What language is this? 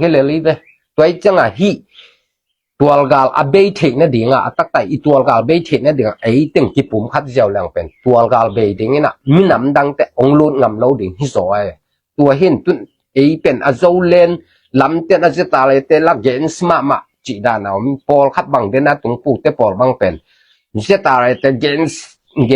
Tedim Chin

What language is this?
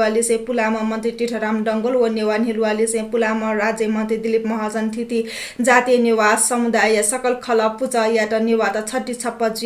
Newari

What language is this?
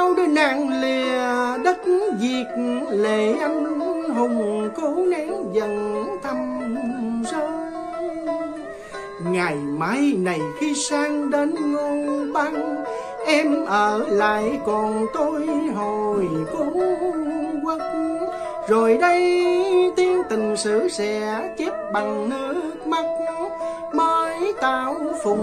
Vietnamese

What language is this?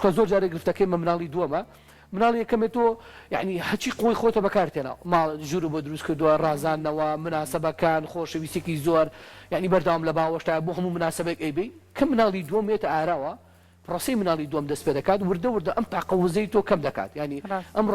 Central Kurdish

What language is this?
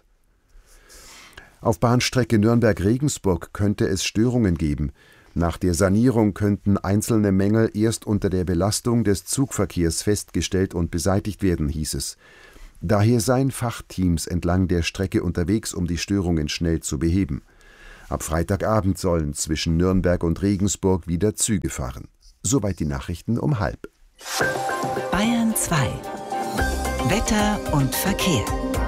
German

